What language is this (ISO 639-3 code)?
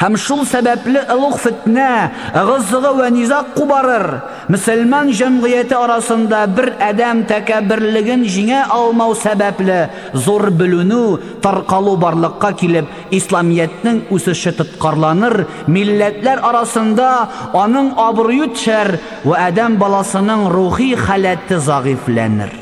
tat